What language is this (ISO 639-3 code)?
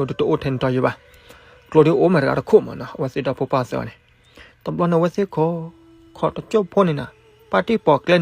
ksw